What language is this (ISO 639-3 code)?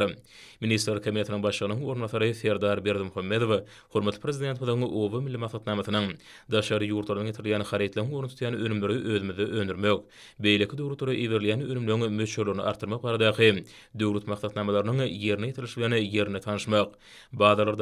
tuk